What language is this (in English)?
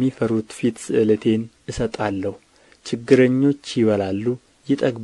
Amharic